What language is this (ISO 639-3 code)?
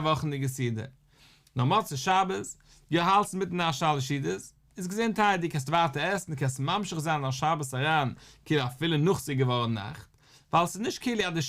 yid